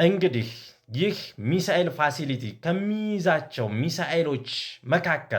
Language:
Amharic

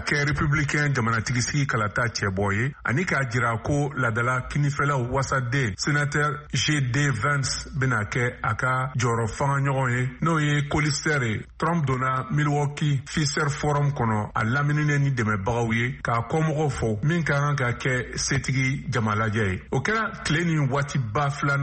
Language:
Bambara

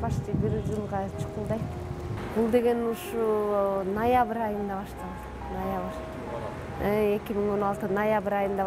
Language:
Kyrgyz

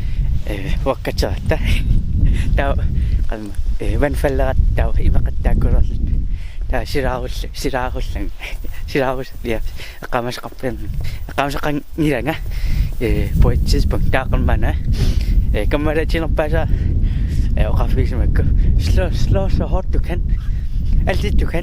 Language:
Kalaallisut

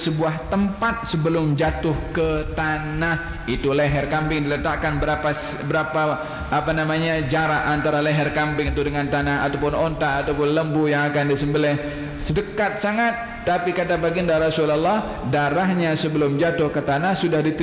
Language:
Malay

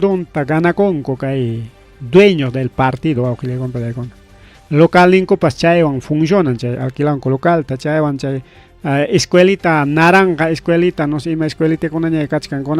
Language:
Ayacucho Quechua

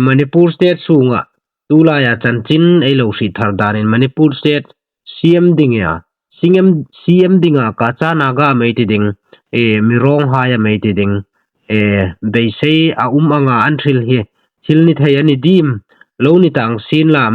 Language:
Hmar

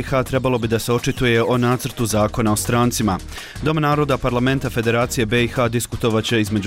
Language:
Bosnian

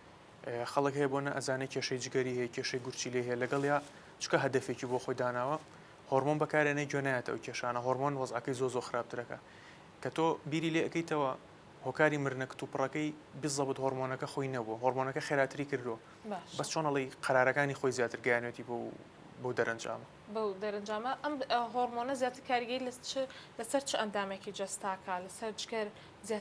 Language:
Central Kurdish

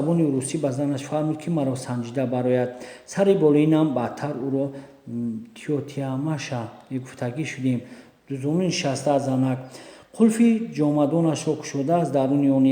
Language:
Tajik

